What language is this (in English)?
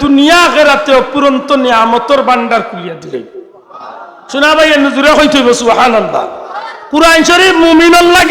Sylheti